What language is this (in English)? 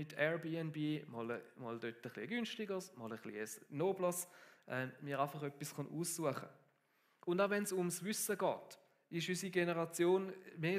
Swiss German